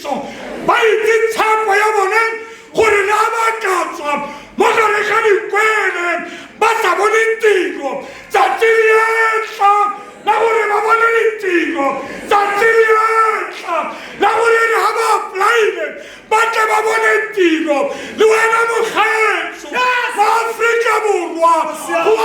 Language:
Tswana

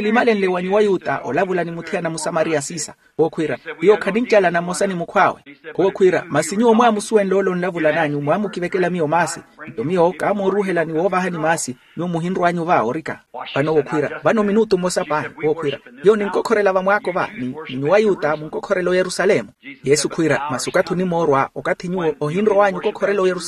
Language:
Makhuwa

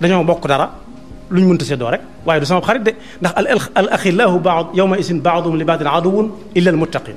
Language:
Wolof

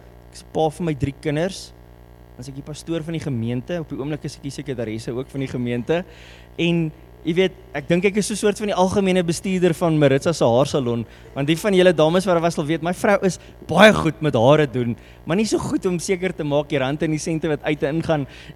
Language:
Afrikaans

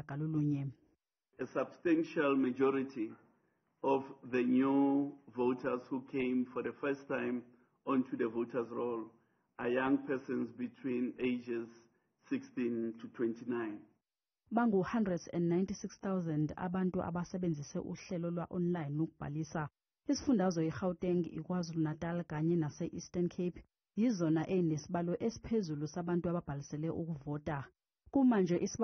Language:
Zulu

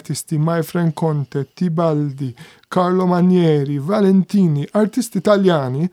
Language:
Maltese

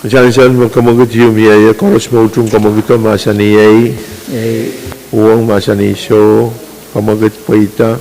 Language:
Pohnpeian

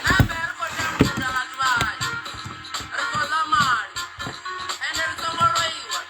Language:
Venda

